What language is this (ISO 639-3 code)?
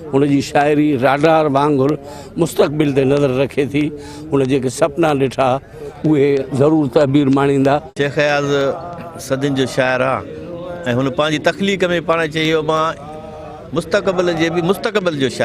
snd